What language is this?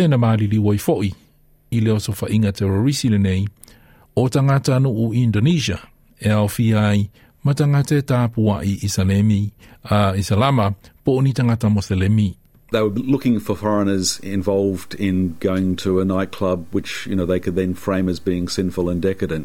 Samoan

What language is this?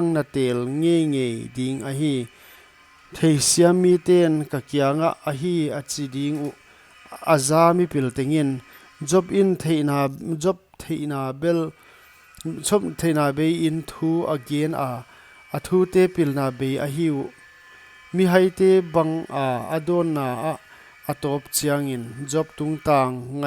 Paite Chin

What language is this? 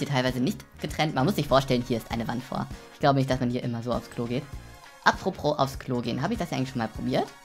German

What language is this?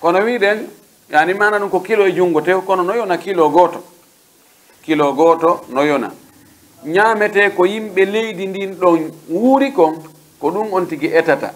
Pular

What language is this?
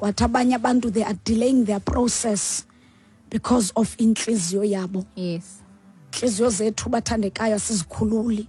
Xhosa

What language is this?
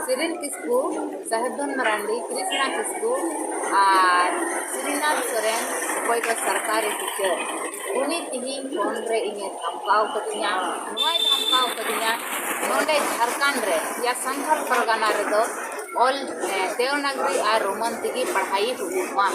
Santali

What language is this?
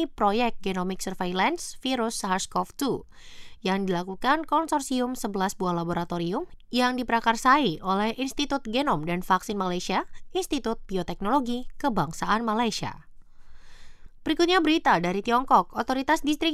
Indonesian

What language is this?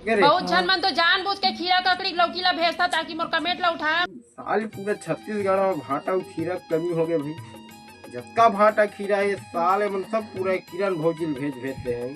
Chhattisgarhi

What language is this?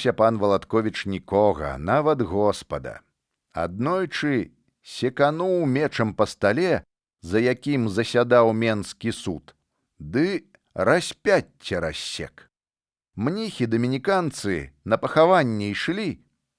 Belarusian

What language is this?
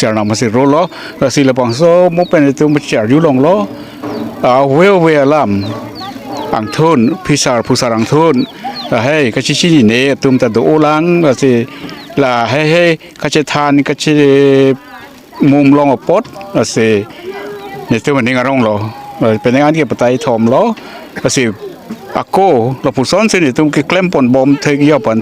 Karbi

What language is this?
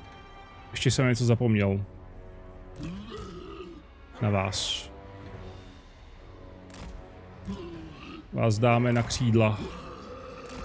Czech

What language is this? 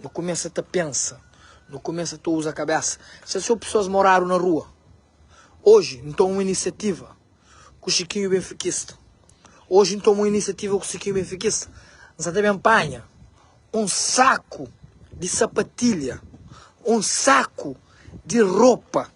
Kabuverdianu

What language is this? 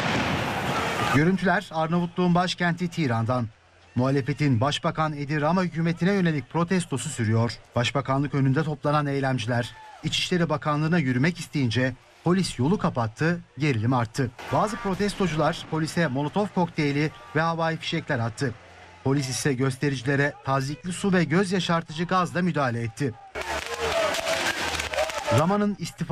Turkish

